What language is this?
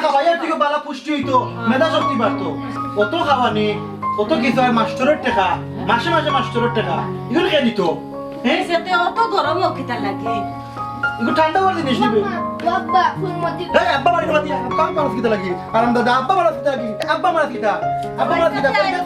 Sylheti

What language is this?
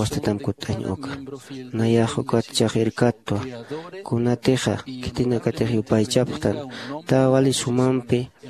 Aymara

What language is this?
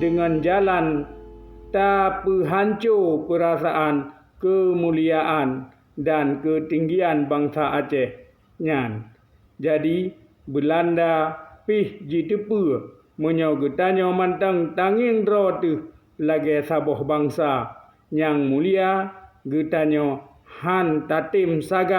Achinese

